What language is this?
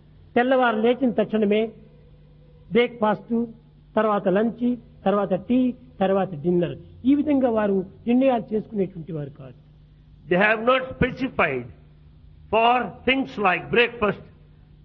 Telugu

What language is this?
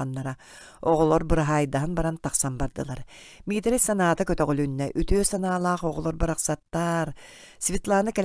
Yakut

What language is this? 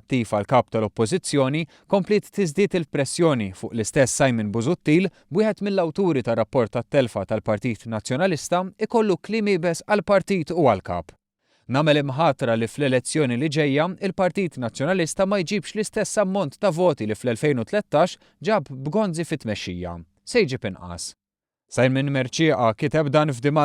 Maltese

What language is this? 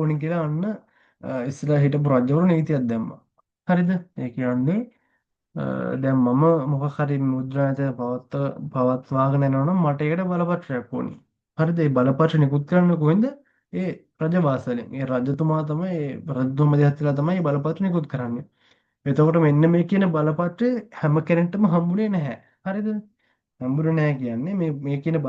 Sinhala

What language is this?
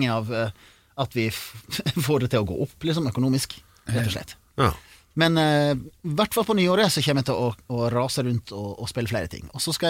Norwegian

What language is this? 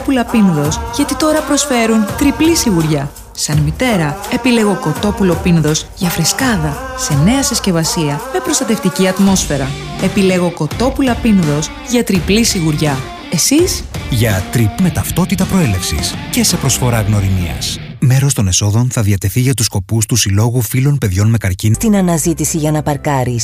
Greek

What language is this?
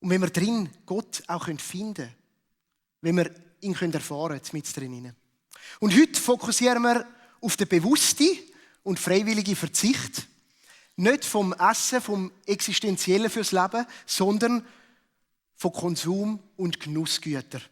Swiss German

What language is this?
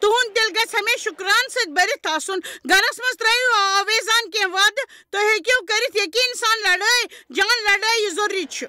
Kashmiri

